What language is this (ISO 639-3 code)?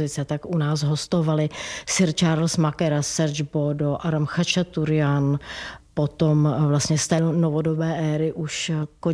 ces